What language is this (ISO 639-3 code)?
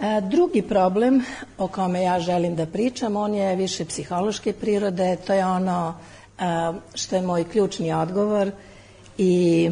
srp